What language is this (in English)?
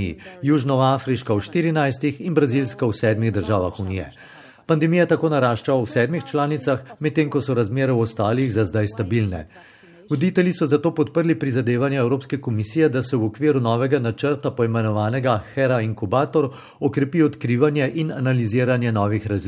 Slovenian